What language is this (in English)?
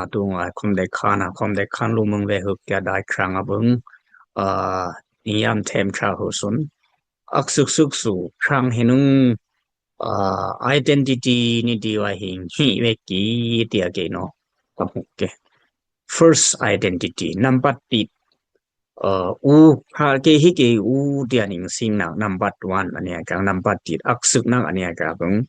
Dimasa